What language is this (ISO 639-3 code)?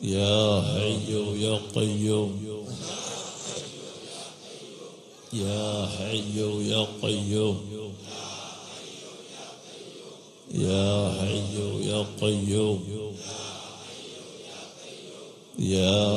mal